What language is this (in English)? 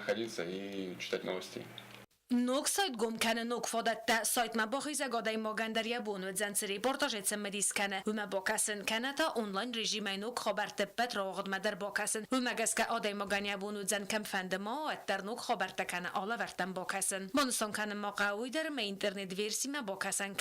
Ossetic